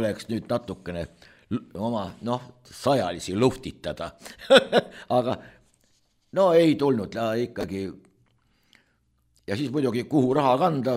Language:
Estonian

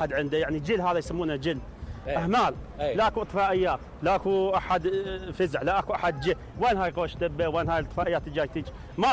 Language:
Mesopotamian Arabic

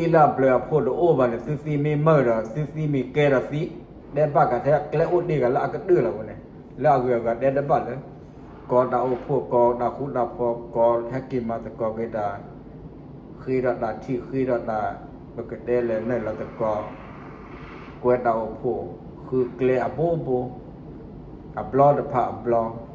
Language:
S'gaw Karen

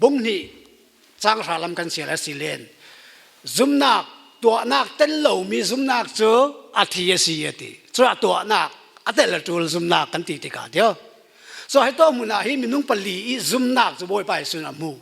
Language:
Falam Chin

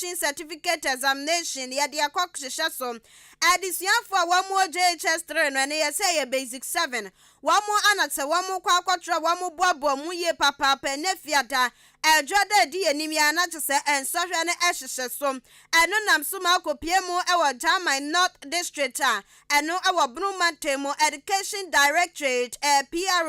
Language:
Akan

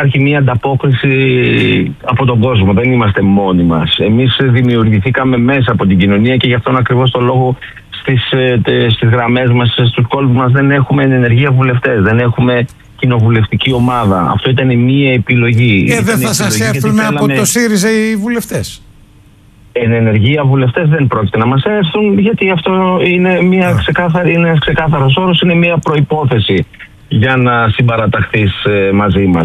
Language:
Greek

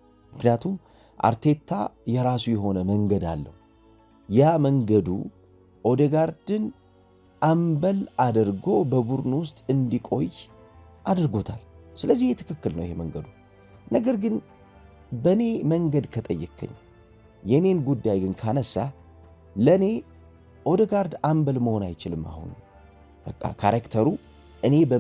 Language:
Amharic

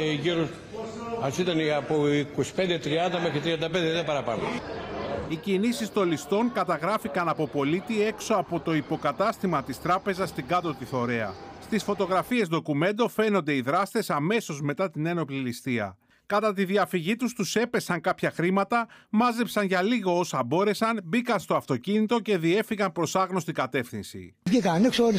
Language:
Greek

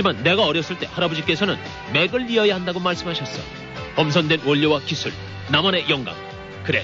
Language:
Korean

